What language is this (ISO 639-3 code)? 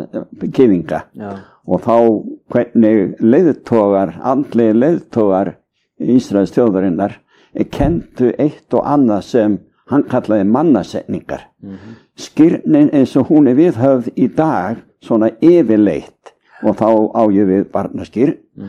isl